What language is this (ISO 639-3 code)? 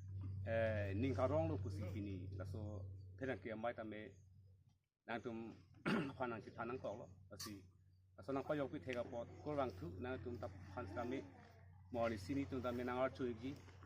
mjw